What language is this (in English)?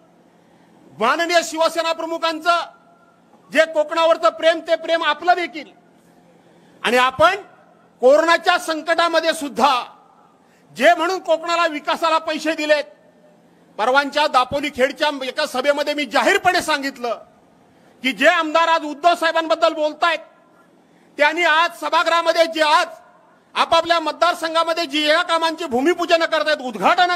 Marathi